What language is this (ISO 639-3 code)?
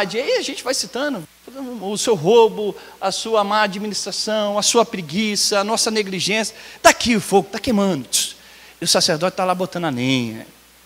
por